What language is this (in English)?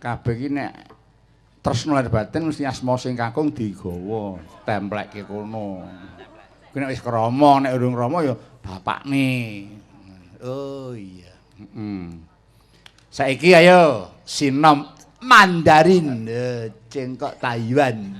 Javanese